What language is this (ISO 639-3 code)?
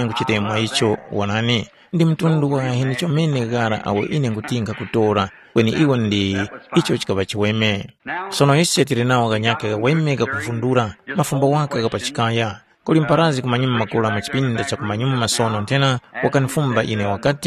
tum